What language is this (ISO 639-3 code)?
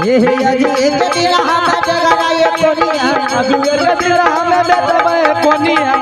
anp